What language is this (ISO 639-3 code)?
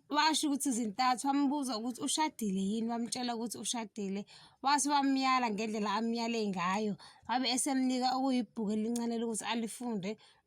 zul